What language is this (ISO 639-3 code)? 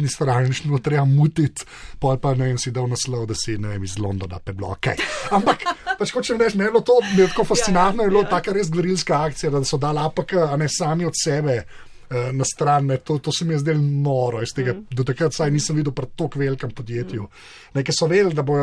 slv